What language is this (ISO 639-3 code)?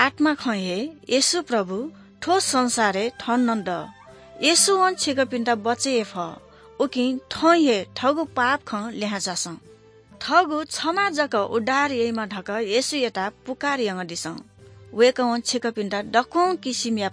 new